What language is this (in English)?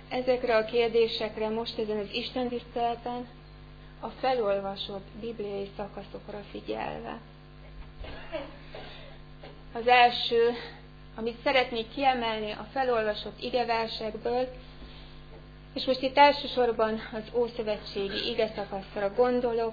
Hungarian